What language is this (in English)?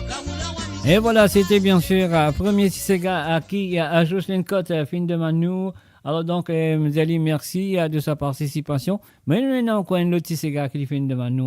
Morisyen